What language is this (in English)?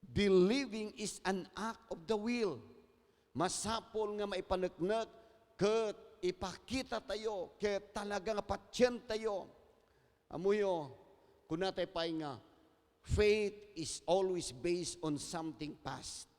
Iloko